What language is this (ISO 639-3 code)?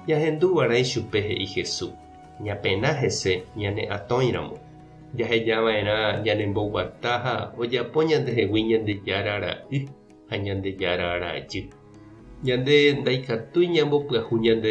grn